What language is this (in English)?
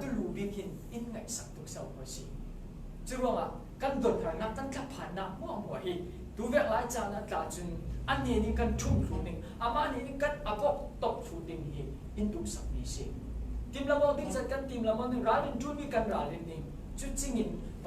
Falam Chin